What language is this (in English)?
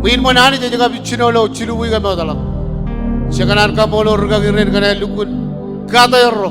Marshallese